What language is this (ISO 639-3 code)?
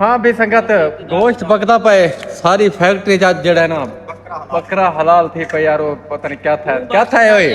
skr